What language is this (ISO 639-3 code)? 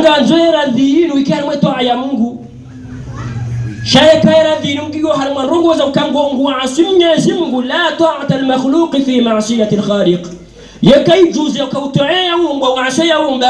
swa